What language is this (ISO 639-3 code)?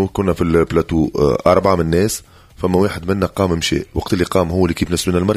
aeb